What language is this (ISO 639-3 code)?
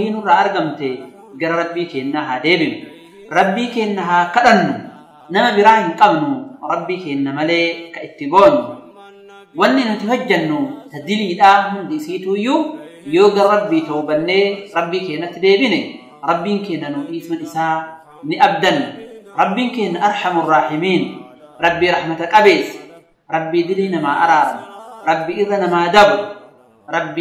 orm